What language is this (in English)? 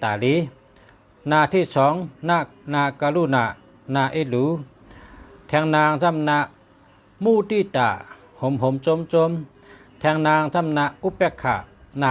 Shan